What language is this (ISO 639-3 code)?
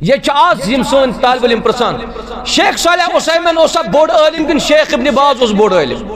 kas